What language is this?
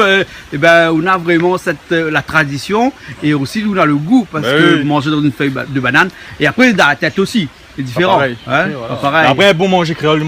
Réunion Creole French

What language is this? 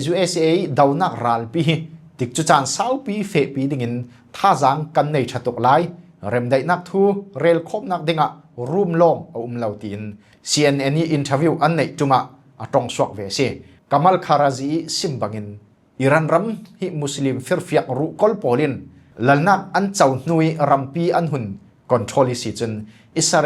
Falam Chin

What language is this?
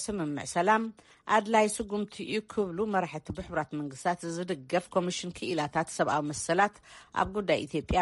Tigrinya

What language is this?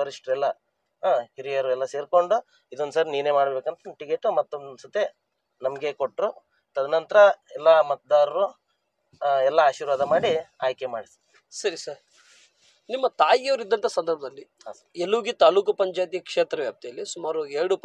Kannada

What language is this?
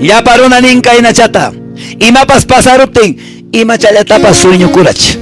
Quechua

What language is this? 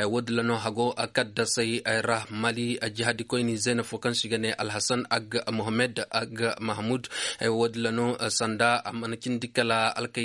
Koyraboro Senni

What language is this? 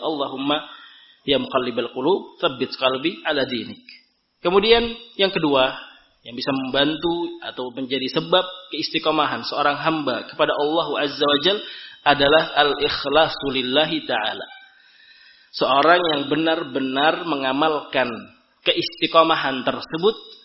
Indonesian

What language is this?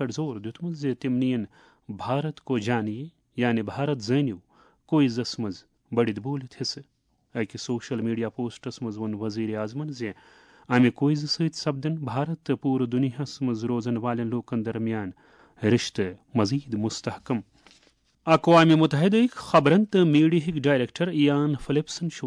Kashmiri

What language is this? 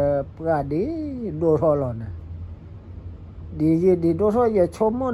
S'gaw Karen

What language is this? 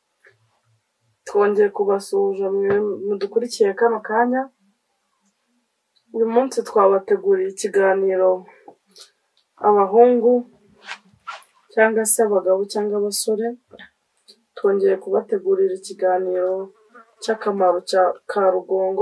Kinyarwanda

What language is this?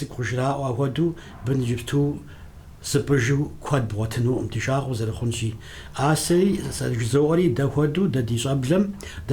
Kabardian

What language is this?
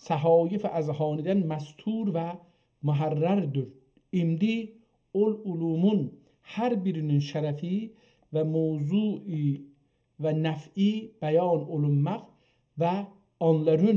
South Azerbaijani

